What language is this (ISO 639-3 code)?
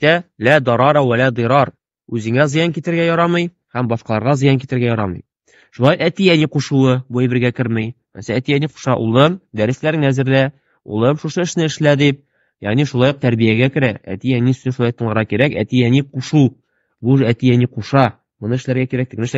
tat